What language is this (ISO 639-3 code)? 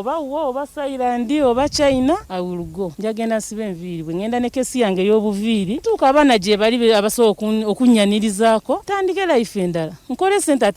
lug